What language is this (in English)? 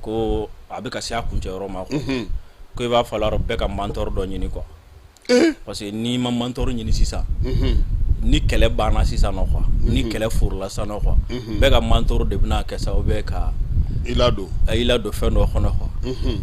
Bambara